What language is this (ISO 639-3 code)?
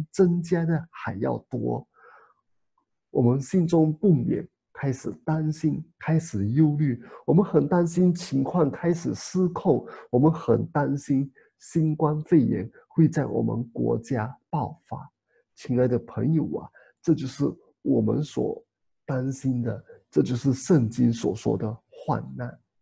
zho